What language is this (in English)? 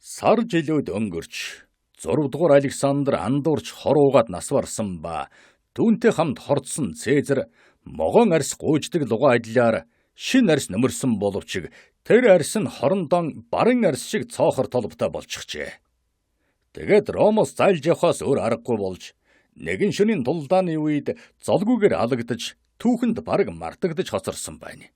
Mongolian